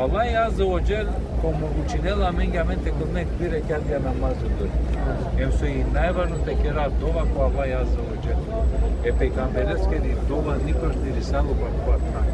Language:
Balkan Romani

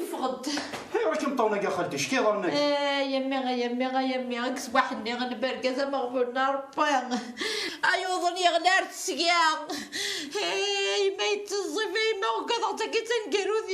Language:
Kabyle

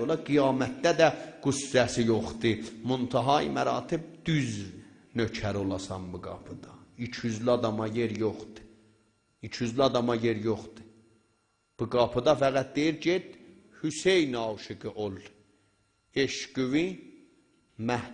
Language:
South Azerbaijani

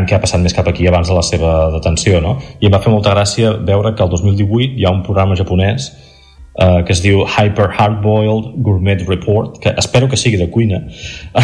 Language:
Catalan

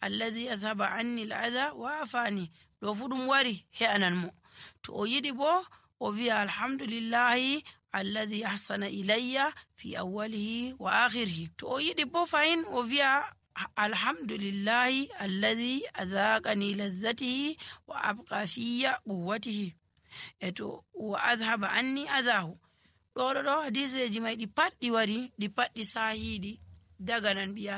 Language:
Nigerian Fulfulde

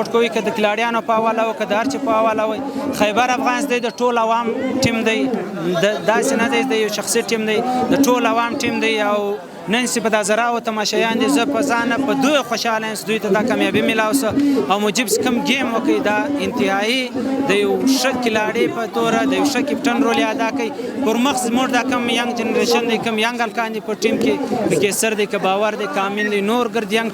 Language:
Pashto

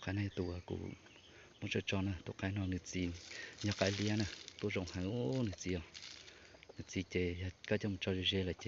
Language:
Hmong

